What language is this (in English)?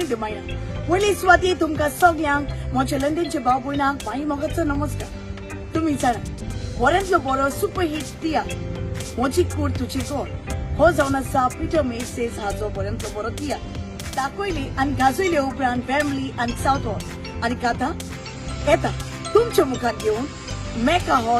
Konkani